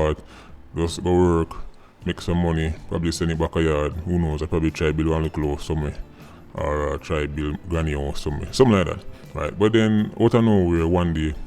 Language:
Jamaican Creole English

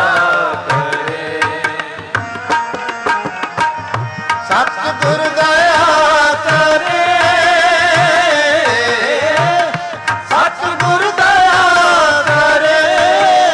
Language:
Punjabi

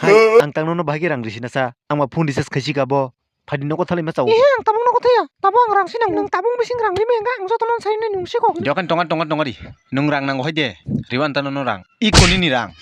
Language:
Kok Borok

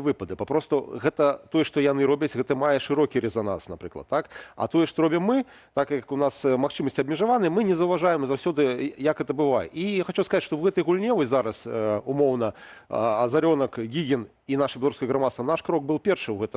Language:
Belarusian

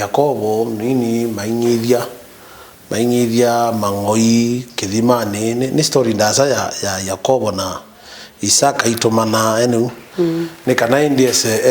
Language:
Kamba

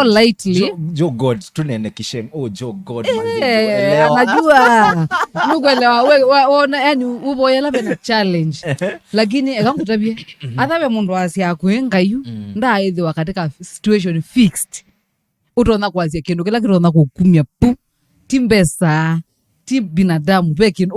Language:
Kamba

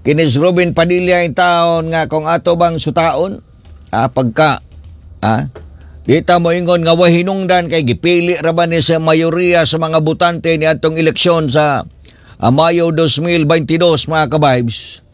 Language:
Cebuano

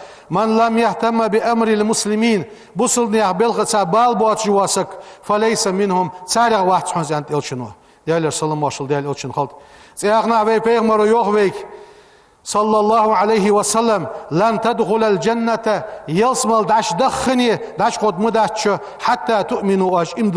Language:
Ingush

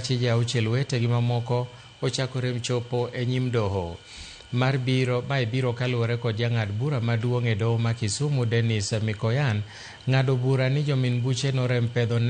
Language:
Luo (Kenya and Tanzania)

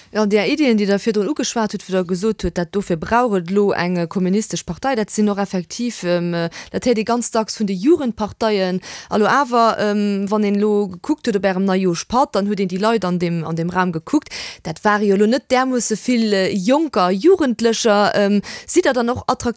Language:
Luxembourgish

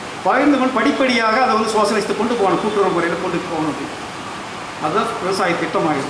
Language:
Tamil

